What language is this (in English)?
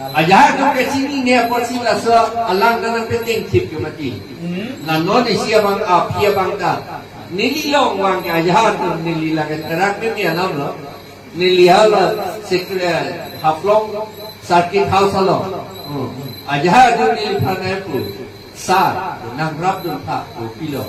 Karbi